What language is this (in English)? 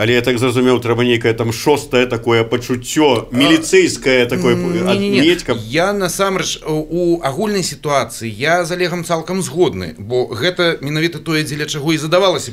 Belarusian